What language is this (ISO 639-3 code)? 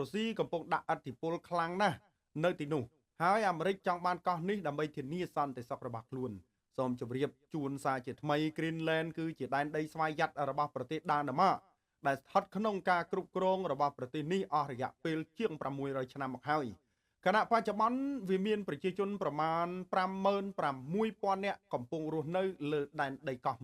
khm